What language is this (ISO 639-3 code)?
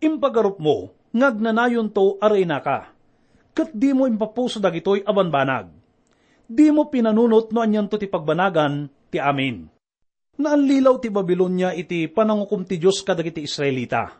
ilo